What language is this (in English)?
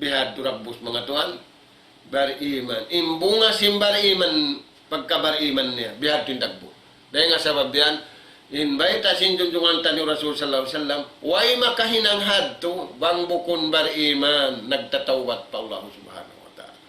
Tausug